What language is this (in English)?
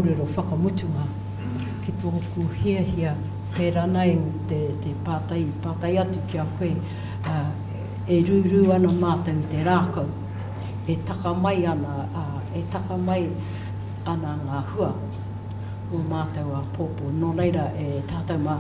Māori